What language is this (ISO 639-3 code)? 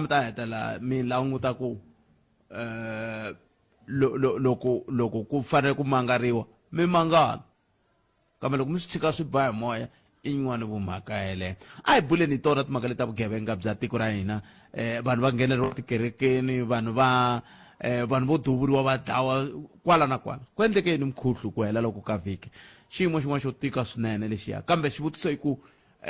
tso